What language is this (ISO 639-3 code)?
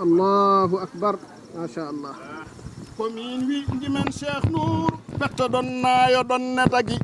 ful